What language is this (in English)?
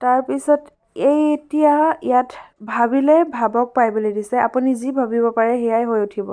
Assamese